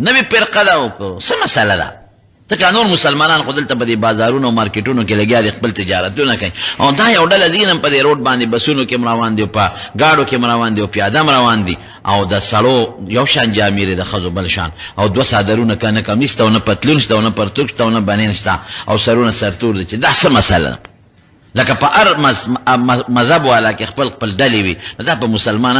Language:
Pashto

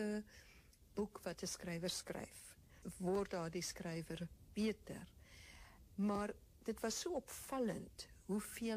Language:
Afrikaans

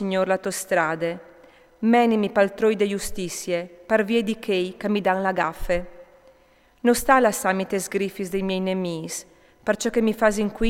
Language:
Friulian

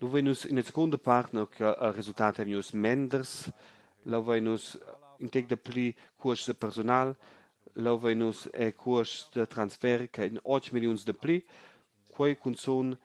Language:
Romansh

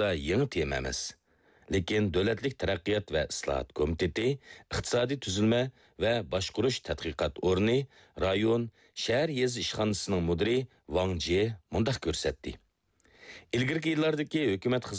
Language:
Uyghur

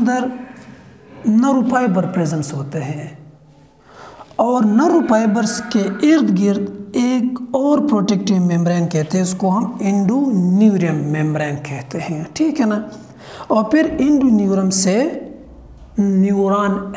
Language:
Hindi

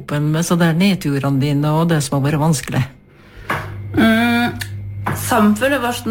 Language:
Norwegian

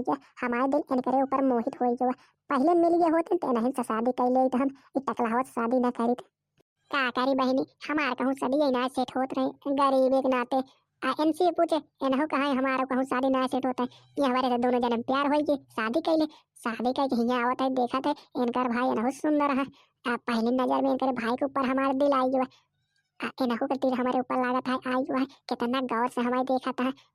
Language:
Bhojpuri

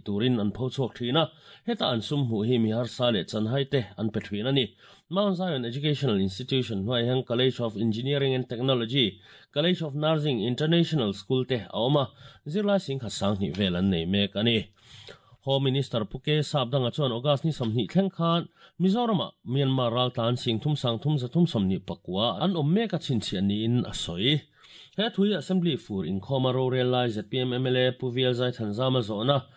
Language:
Mizo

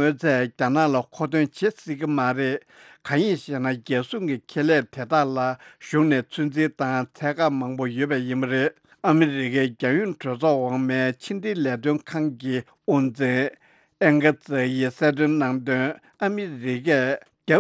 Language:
Tibetan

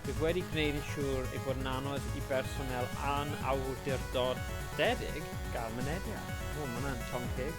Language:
Welsh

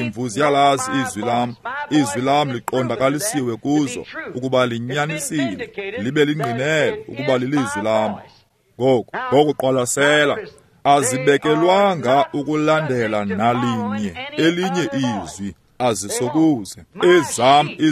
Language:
Xhosa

